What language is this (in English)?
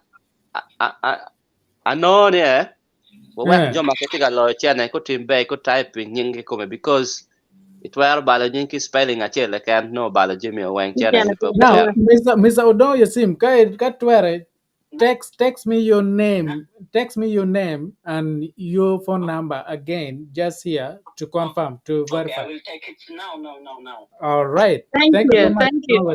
Acoli